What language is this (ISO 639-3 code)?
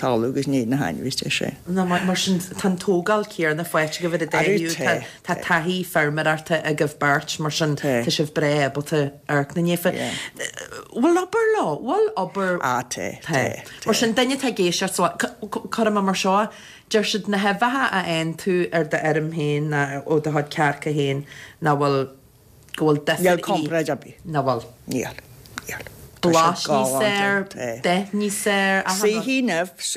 gle